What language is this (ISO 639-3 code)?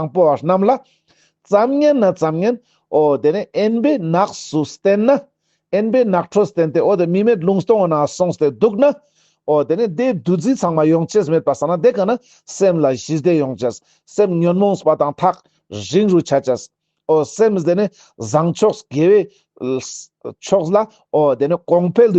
lbj